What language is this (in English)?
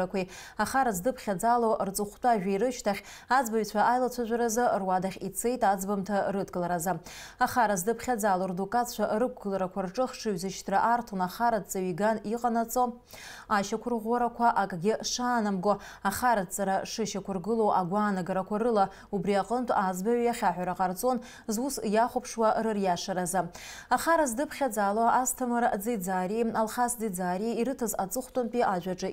Abkhazian